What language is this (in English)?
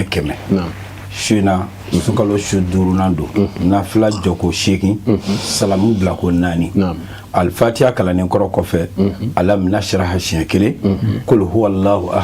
Bambara